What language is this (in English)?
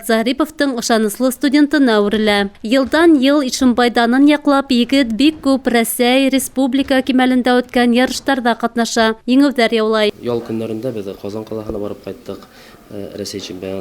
Bashkir